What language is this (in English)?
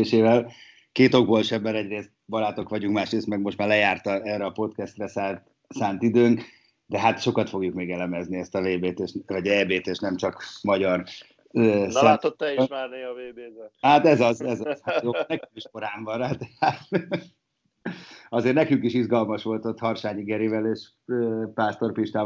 Hungarian